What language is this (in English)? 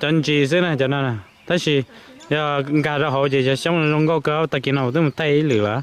Hmong